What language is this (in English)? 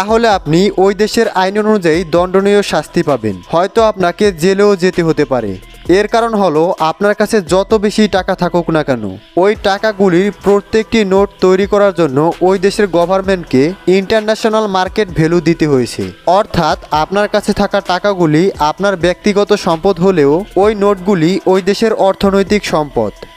Bangla